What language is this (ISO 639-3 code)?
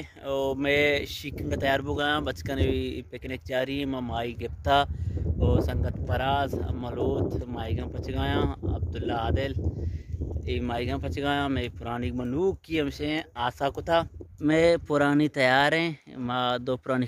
bal